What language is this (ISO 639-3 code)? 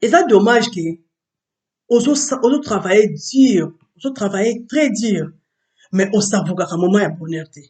lin